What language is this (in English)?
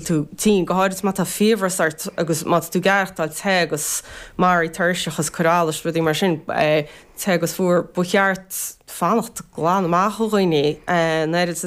Irish